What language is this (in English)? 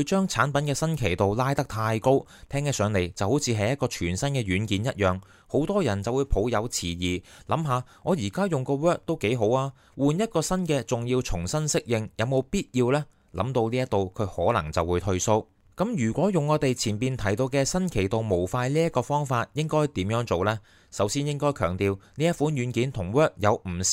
Cantonese